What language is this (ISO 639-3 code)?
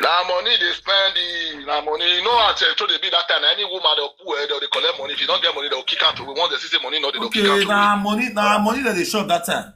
pcm